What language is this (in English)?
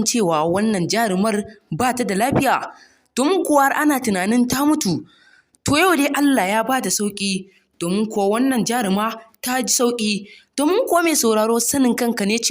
Hausa